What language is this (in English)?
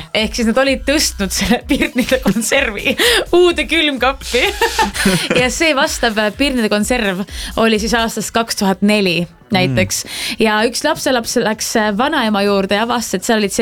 Estonian